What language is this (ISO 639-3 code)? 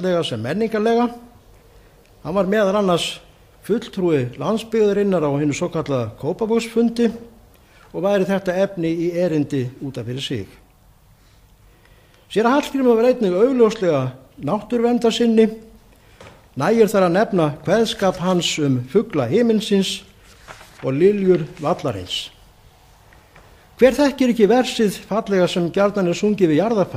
isl